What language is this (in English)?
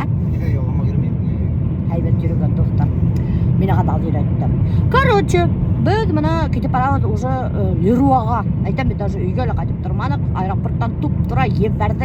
Bashkir